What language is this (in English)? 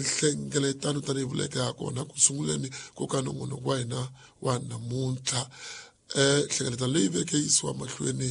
Tsonga